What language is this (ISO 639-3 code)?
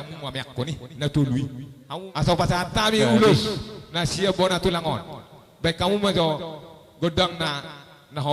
bbc